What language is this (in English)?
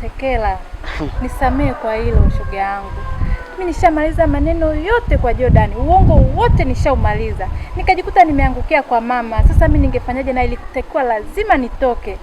Swahili